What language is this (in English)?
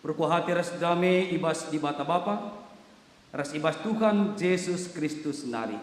Batak Karo